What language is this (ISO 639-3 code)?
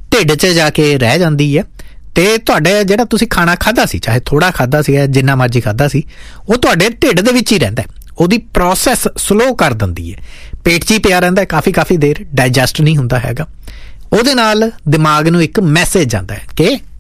pan